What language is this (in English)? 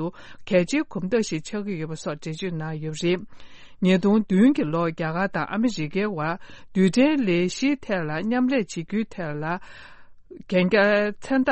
Tibetan